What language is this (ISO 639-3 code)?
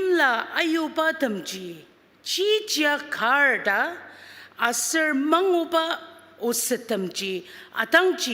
njo